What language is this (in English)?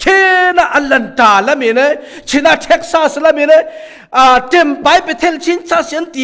Falam Chin